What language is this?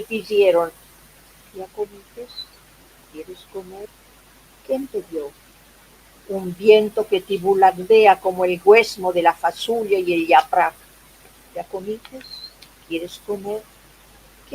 Ladino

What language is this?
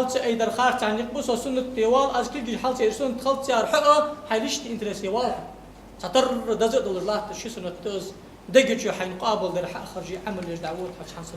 Ingush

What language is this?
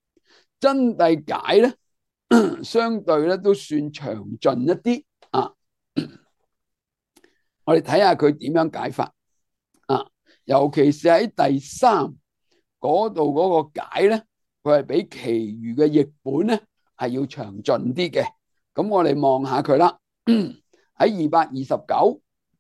Cantonese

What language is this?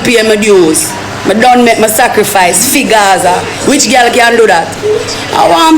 Jamaican Creole English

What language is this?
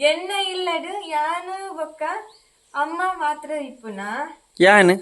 Tulu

